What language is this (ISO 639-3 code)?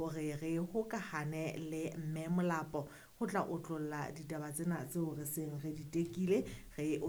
sot